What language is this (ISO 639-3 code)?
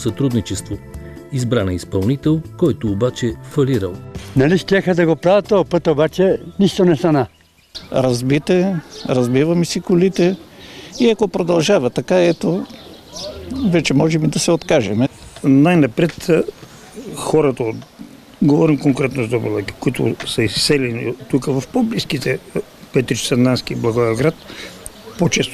bul